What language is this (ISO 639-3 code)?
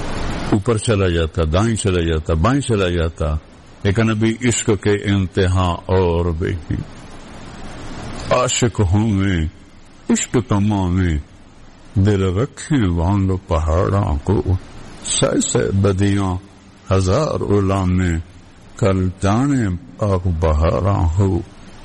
urd